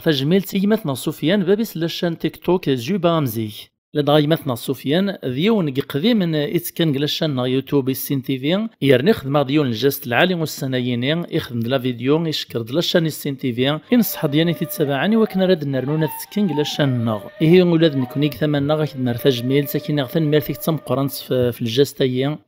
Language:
Kabyle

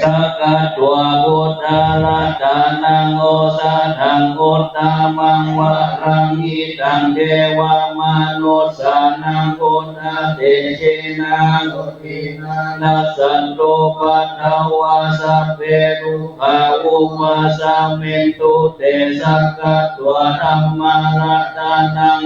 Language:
Pali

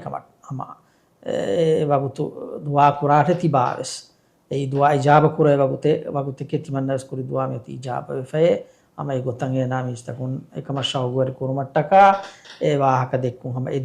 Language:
Divehi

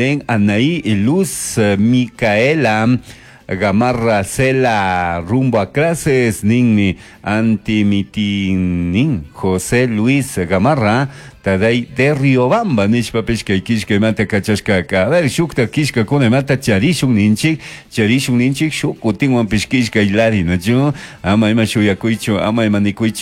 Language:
Chimborazo Highland Quichua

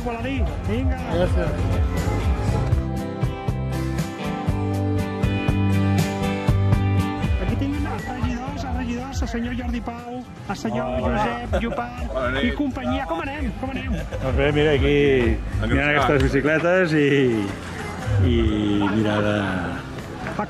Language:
Catalan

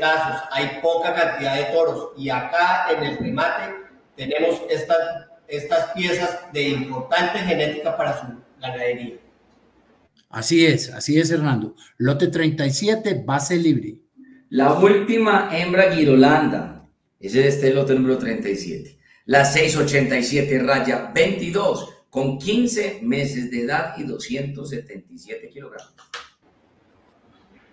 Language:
Spanish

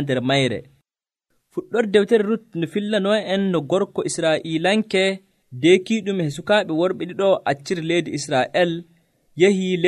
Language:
Nigerian Fulfulde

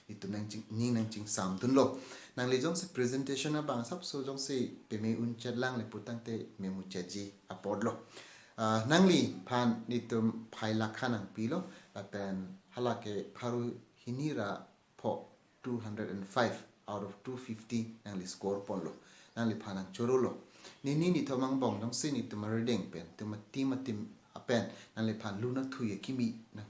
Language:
Karbi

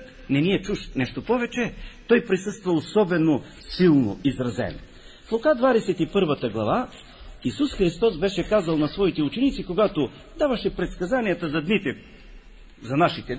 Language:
Bulgarian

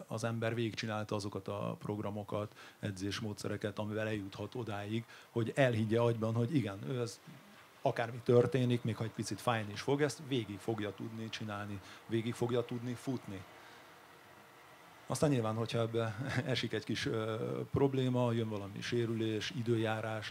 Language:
Hungarian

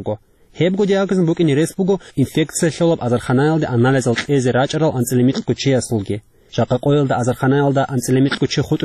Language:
Avaric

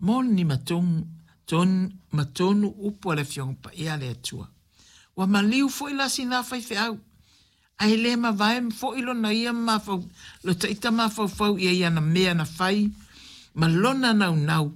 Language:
Samoan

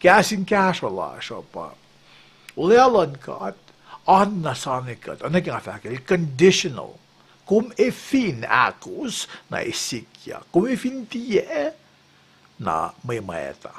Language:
Kosraean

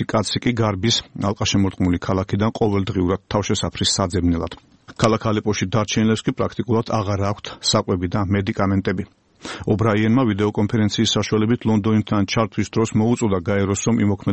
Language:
Georgian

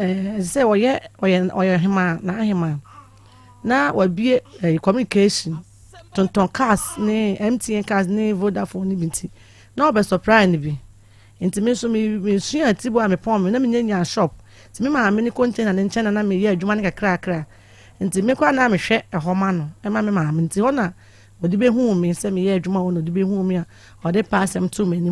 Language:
Akan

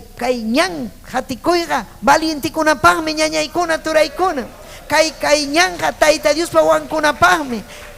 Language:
Ayacucho Quechua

